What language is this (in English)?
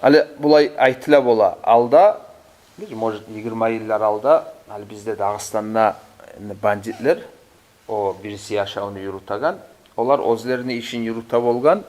Kumyk